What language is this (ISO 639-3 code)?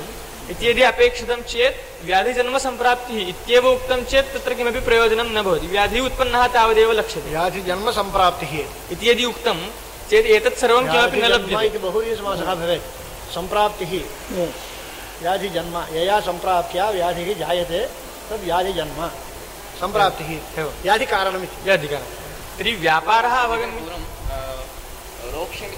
san